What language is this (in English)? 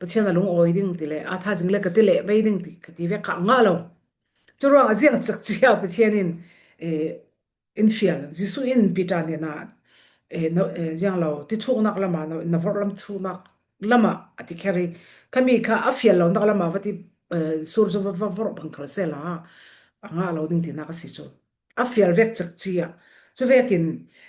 Falam Chin